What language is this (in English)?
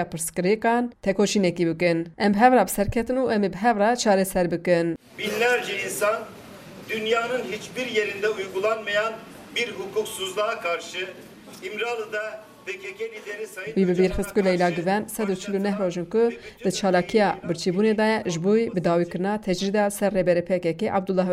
Kurdish